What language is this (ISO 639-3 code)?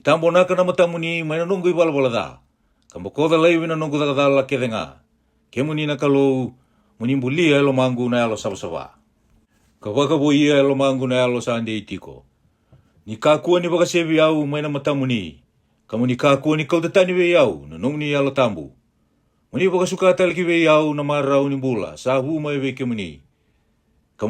fij